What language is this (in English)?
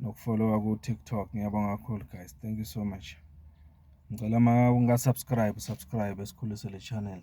Zulu